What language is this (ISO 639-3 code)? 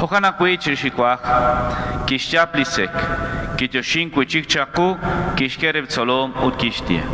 kek